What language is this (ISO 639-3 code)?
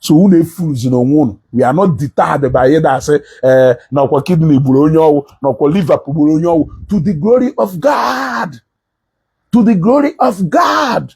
ibo